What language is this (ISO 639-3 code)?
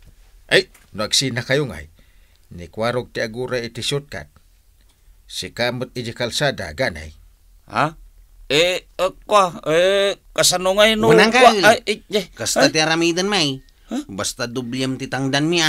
ilo